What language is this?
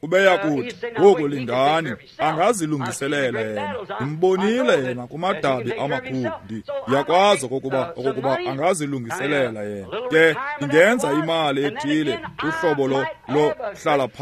Xhosa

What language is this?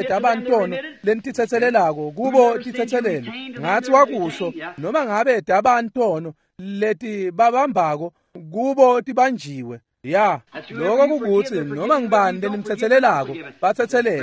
Swati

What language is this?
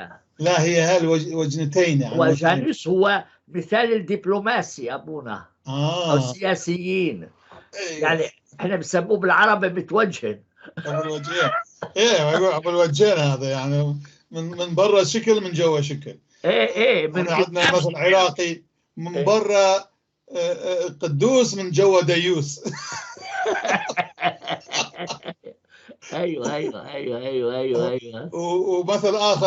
North Levantine Arabic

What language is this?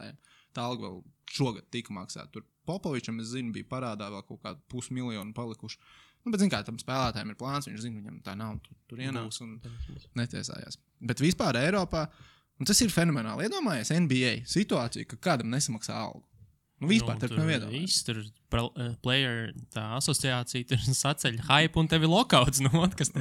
Latvian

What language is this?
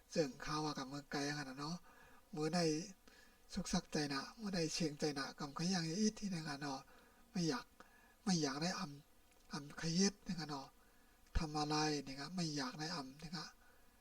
Shan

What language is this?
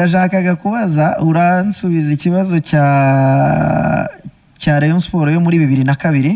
Kinyarwanda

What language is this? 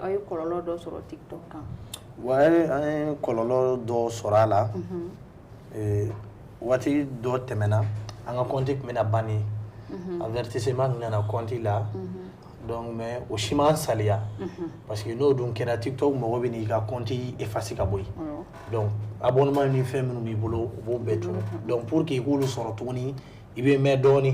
Bambara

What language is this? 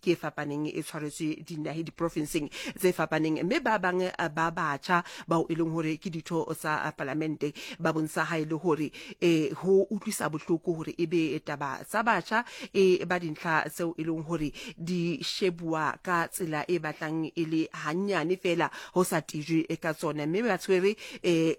Southern Sotho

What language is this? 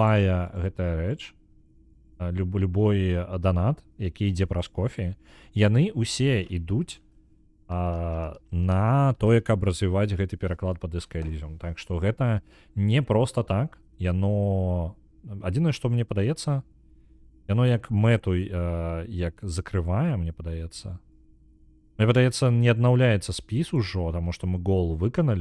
Belarusian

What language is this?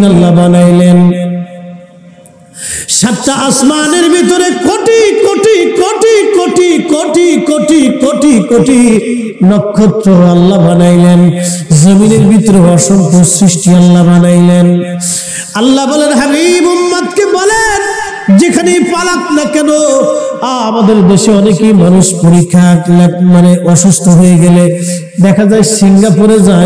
Bangla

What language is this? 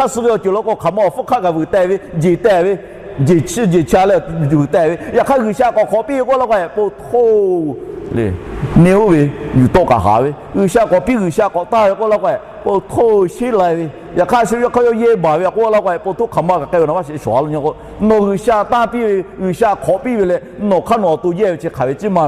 Lahu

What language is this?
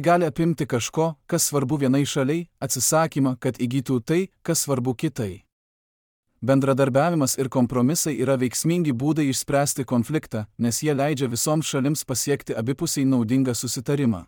Lithuanian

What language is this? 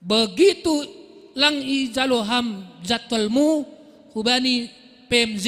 Batak Simalungun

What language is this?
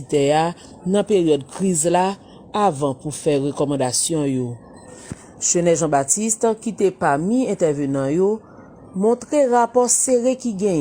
Haitian Creole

